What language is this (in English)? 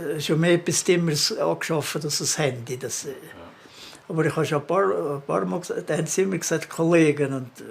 Swiss German